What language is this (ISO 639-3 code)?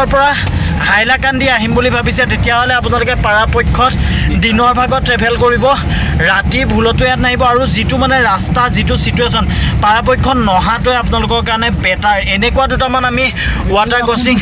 asm